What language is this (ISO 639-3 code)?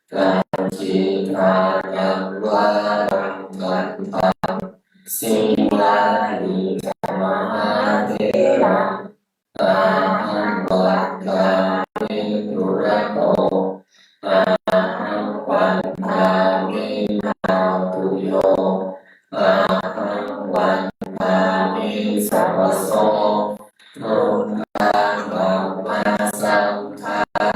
pli